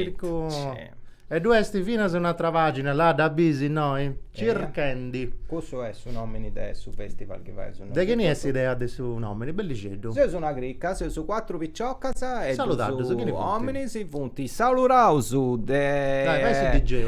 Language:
Sardinian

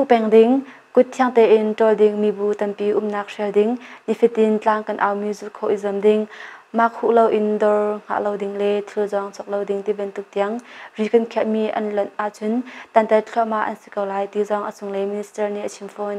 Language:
Hakha Chin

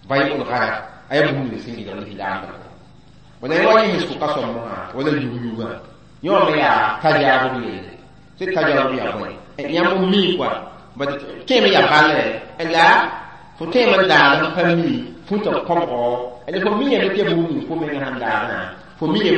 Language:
Mossi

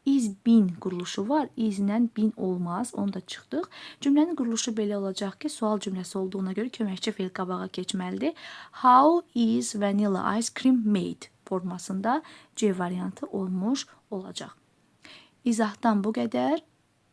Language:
Azerbaijani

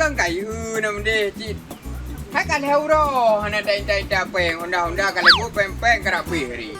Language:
Achinese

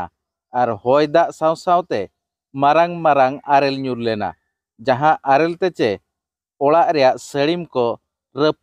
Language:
Santali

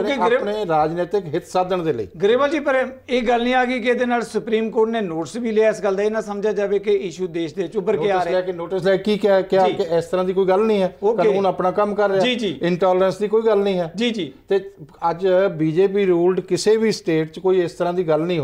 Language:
Punjabi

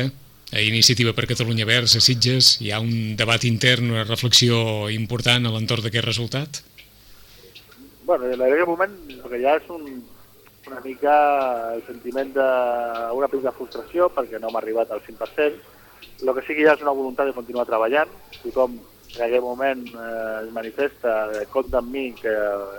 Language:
Catalan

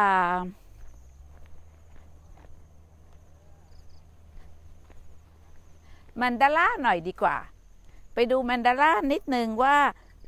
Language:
Thai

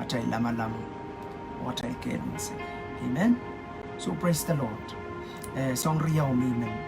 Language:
Pohnpeian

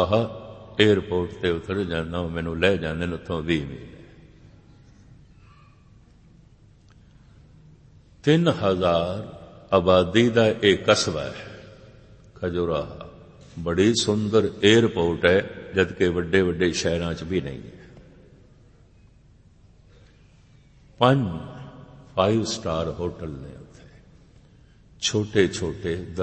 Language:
Punjabi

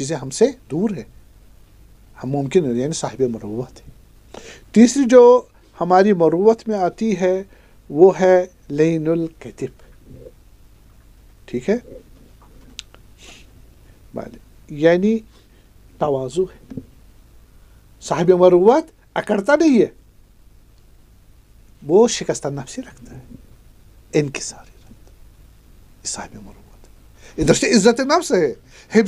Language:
Urdu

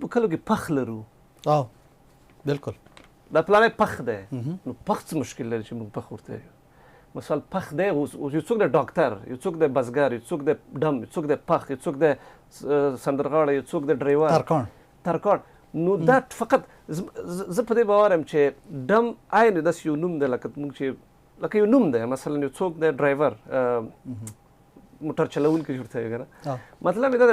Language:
Pashto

